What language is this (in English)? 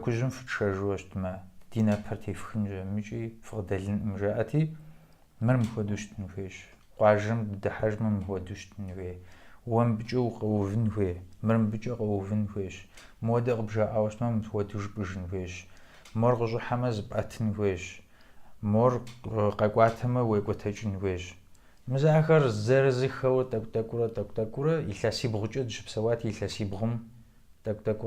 Kabardian